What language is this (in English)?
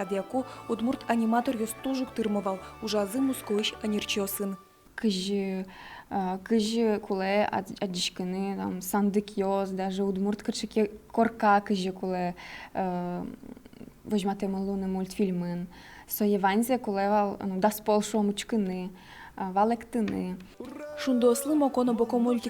Udmurt